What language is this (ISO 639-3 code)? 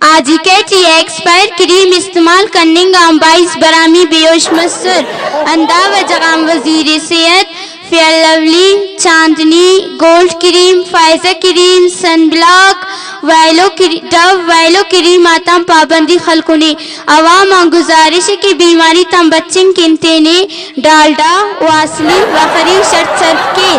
brh